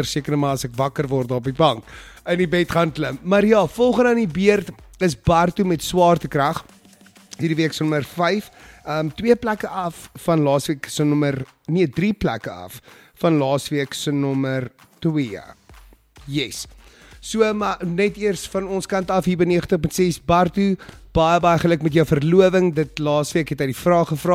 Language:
Afrikaans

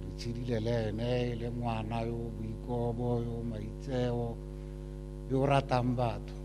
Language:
Tswana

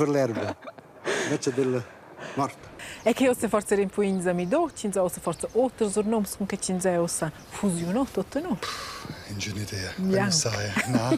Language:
Romansh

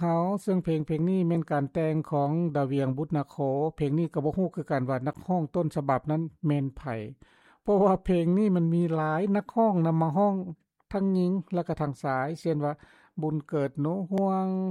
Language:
Lao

